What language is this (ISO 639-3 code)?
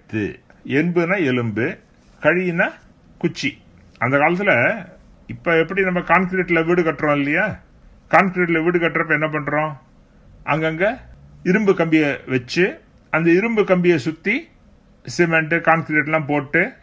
tam